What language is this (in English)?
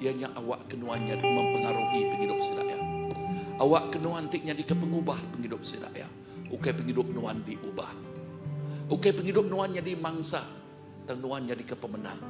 Iban